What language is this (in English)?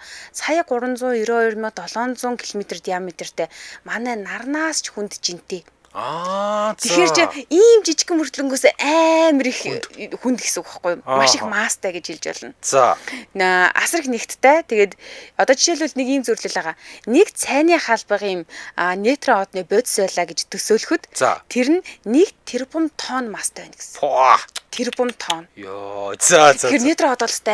Mongolian